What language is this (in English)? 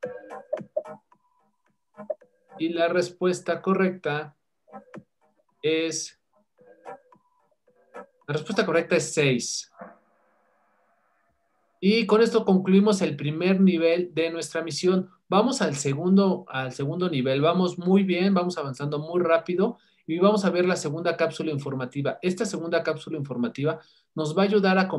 Spanish